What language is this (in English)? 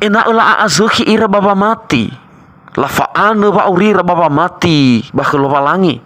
Nias